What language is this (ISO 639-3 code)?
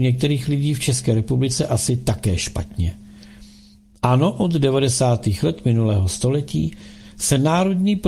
ces